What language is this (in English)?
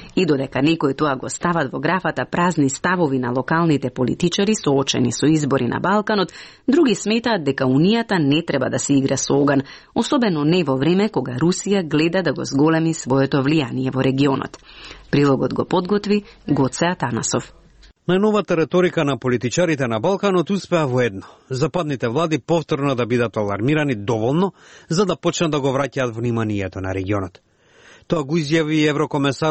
Macedonian